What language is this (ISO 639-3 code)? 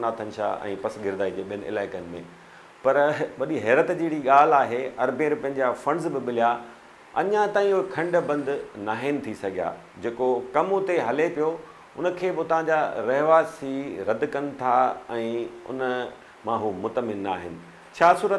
snd